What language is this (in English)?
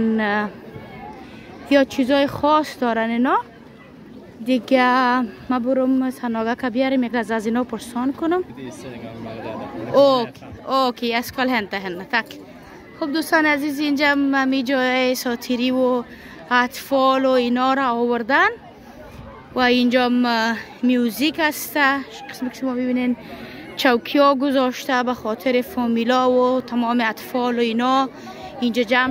Persian